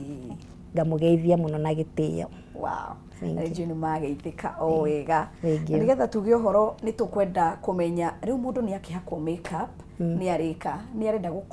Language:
Kikuyu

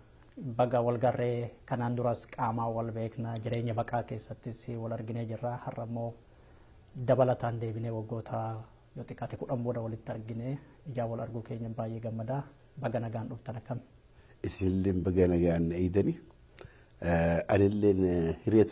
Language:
Oromo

